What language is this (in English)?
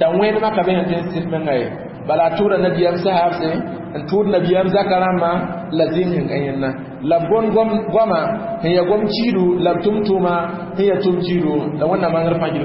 Mossi